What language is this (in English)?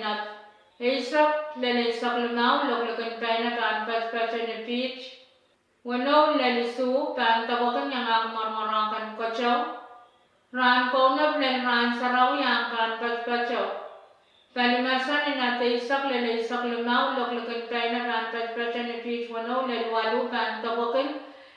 Pohnpeian